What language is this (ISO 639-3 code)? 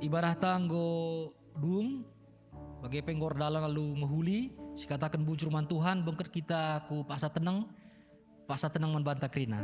btx